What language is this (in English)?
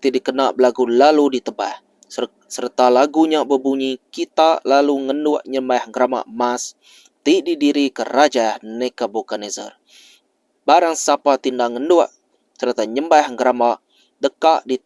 Iban